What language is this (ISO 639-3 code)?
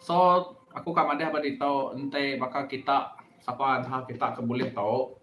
iba